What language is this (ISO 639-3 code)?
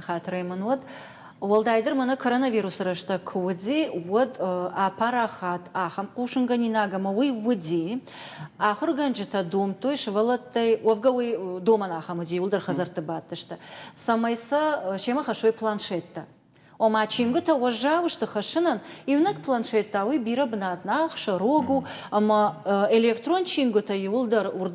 oss